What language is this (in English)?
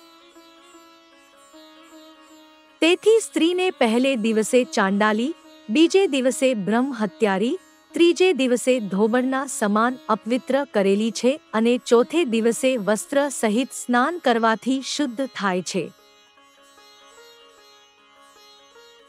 Gujarati